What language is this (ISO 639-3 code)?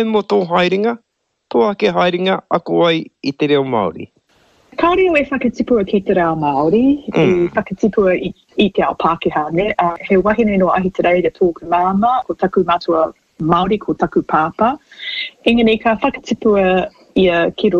mri